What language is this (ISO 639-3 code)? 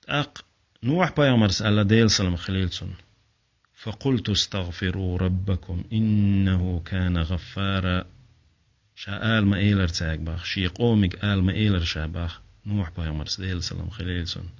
che